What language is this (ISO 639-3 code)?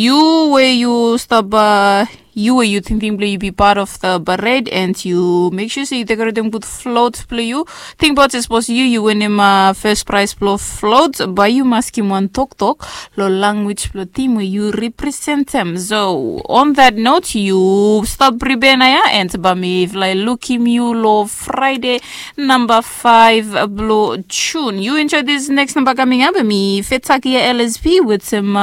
bis